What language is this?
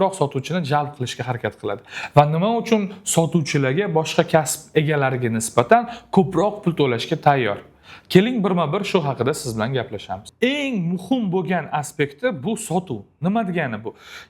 Uzbek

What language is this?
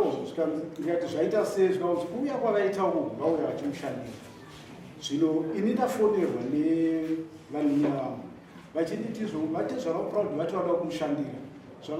Shona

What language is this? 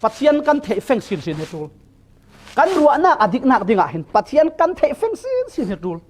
Falam Chin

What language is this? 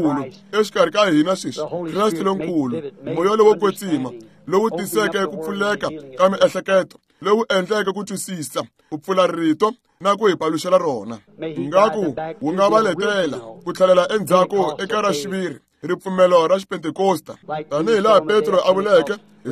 Tsonga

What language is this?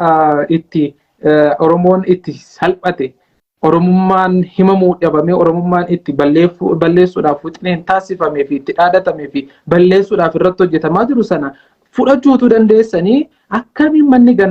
Oromo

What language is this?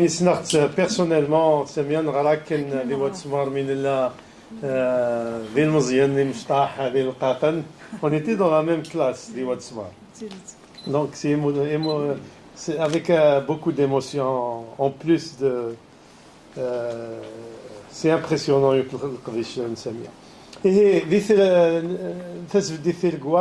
Kabyle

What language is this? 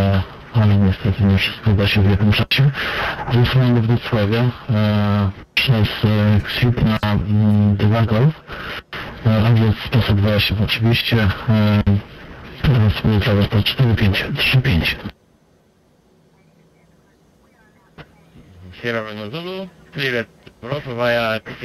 Polish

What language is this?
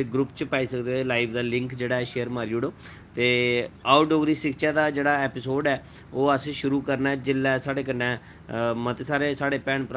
Dogri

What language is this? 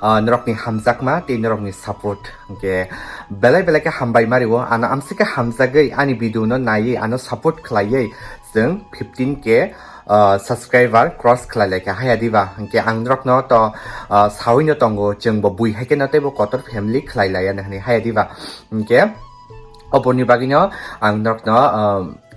Kok Borok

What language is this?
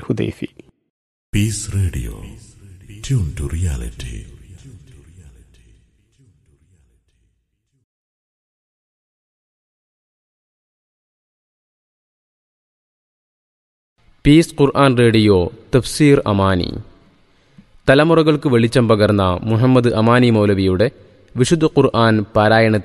Malayalam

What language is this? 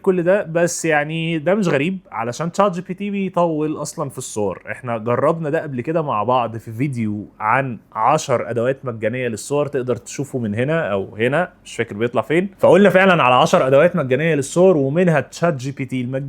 Egyptian Arabic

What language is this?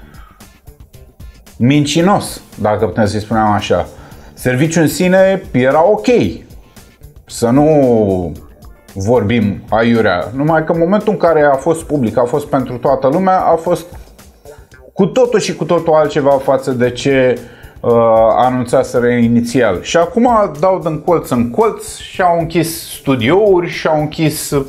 Romanian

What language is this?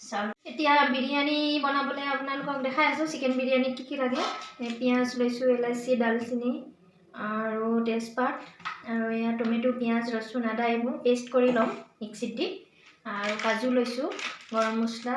Assamese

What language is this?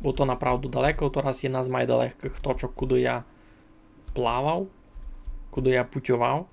Rusyn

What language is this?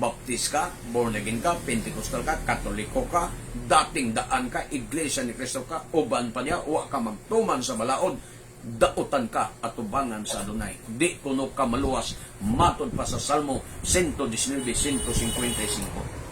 Cebuano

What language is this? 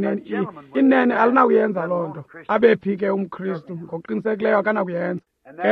Xhosa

